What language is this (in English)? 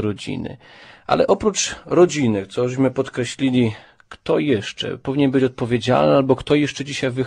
Polish